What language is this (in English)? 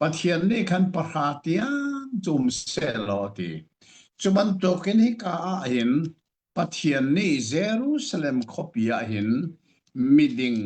Hakha Chin